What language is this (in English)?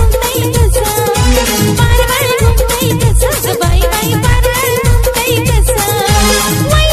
Marathi